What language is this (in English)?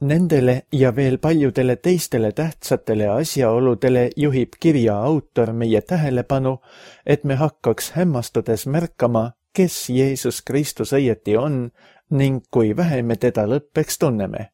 Estonian